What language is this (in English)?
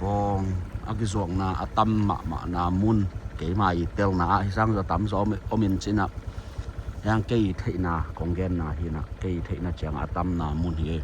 Tedim Chin